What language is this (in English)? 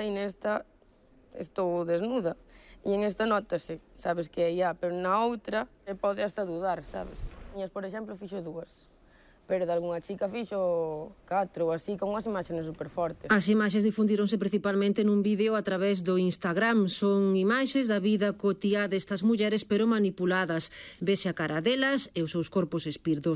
Galician